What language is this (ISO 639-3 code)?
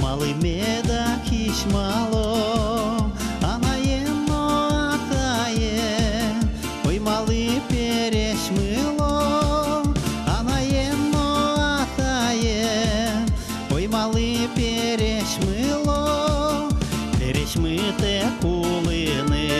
udm